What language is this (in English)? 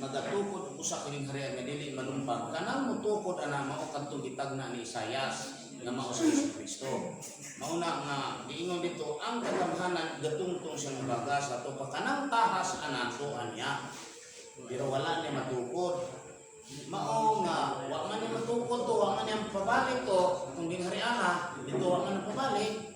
Cebuano